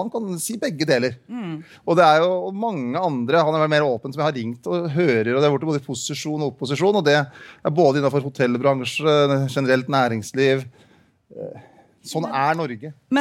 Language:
Norwegian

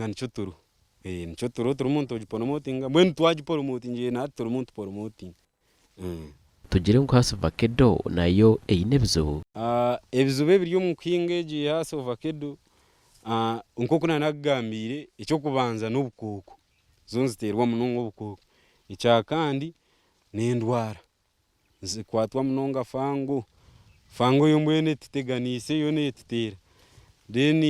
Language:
Nyankole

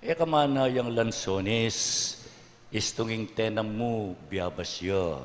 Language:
Pampanga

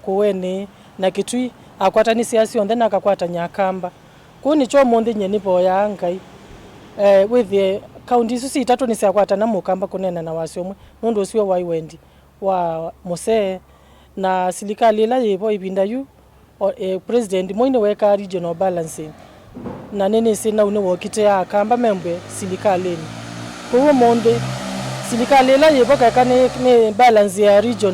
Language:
Kamba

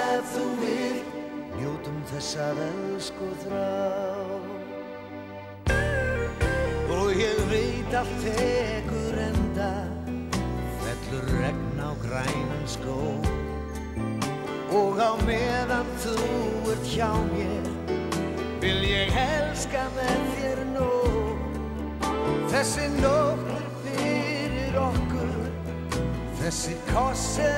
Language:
Icelandic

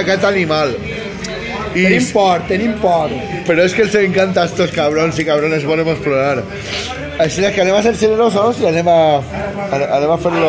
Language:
Catalan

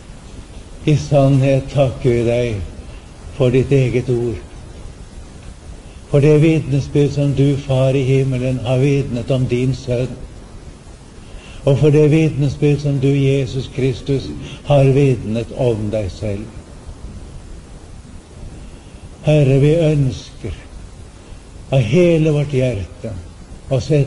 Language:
Norwegian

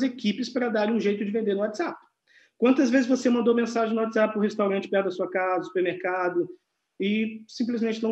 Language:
Portuguese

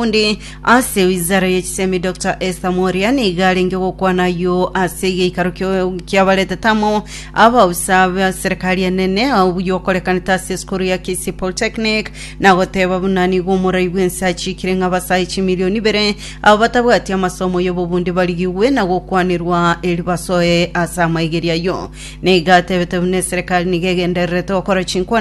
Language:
Gusii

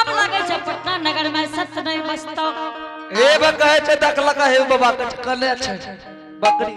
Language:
Angika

